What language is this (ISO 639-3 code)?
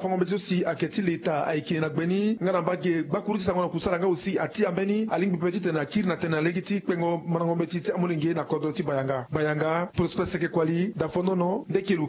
sag